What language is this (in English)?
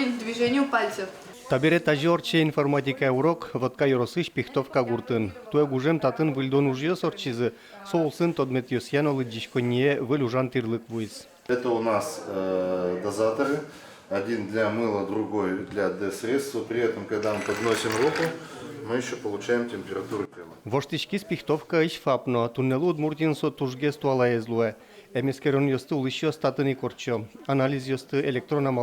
Udmurt